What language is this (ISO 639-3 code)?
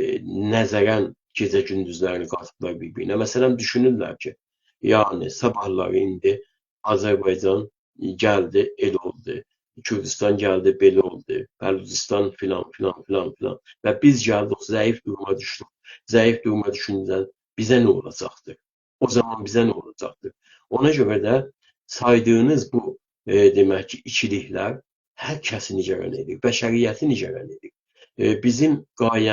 azb